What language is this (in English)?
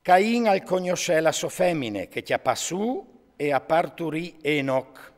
Friulian